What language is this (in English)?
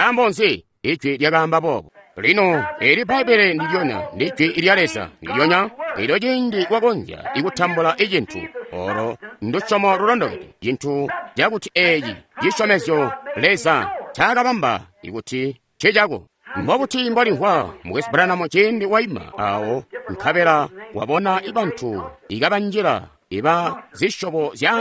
Tonga (Zambia)